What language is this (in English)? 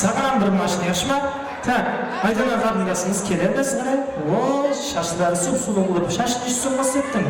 Kara-Kalpak